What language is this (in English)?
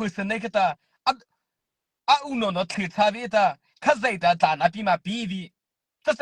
Mara Chin